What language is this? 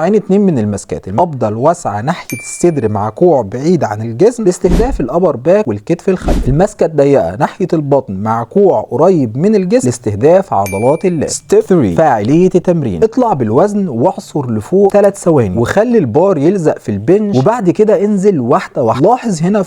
Egyptian Arabic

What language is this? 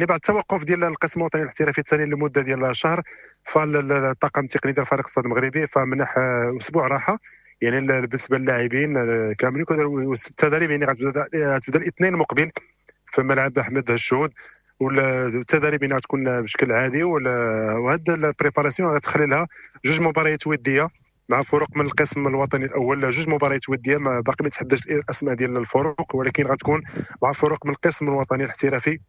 Moroccan Arabic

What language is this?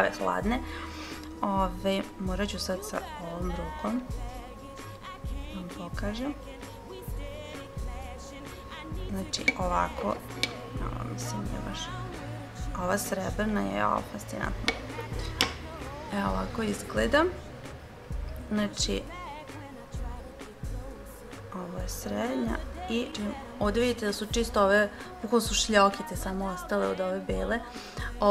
Serbian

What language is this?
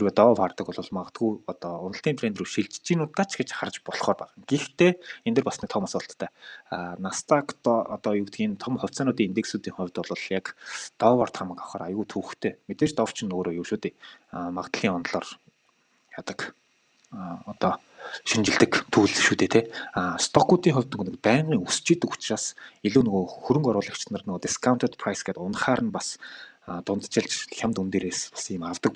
Mongolian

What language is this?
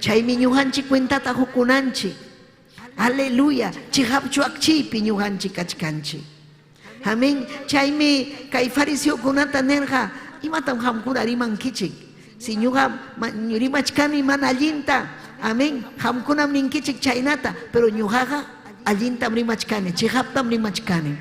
Ayacucho Quechua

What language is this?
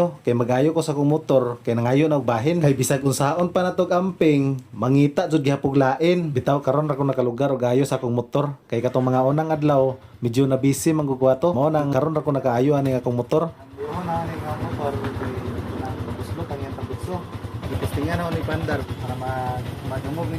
Cebuano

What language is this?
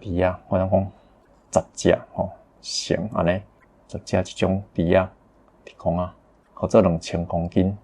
Min Nan Chinese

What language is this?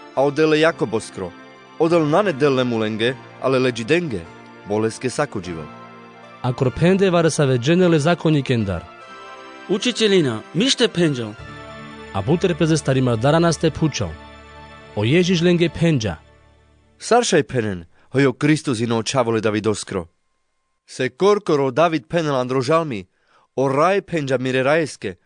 Carpathian Romani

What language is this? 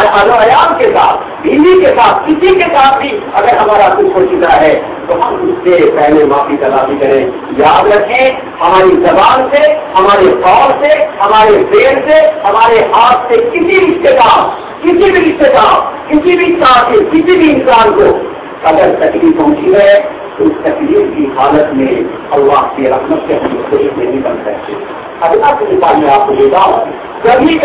Urdu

